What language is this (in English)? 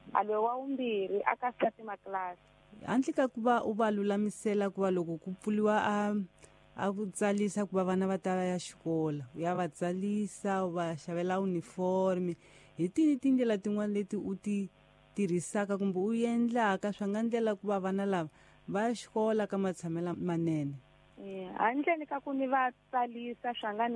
Tsonga